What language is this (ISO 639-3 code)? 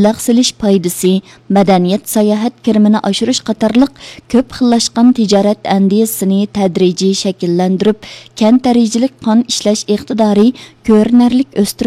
uig